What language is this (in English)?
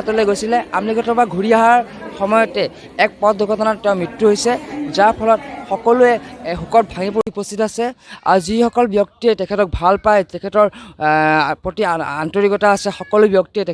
Assamese